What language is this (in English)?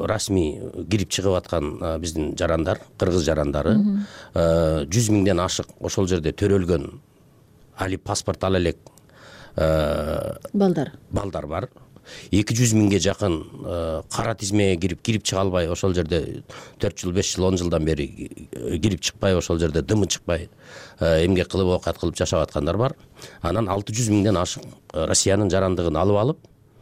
Kyrgyz